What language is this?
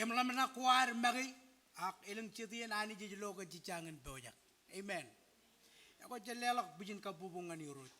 Marshallese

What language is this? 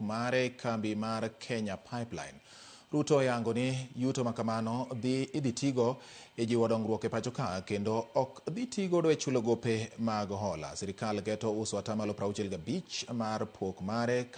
Luo (Kenya and Tanzania)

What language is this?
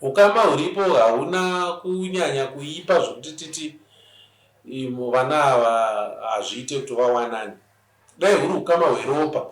Shona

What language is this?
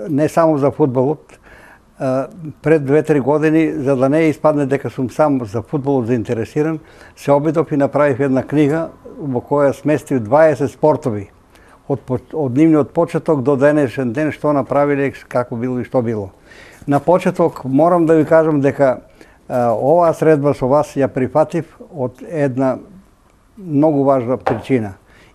Macedonian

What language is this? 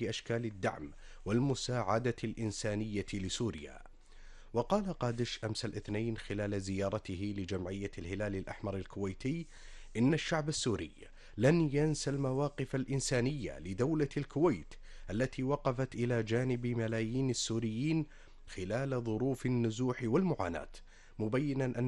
Arabic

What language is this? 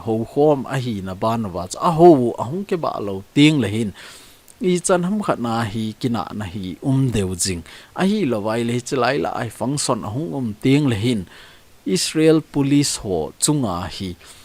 Thado Chin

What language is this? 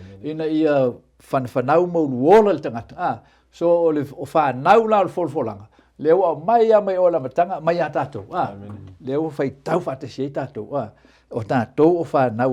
Samoan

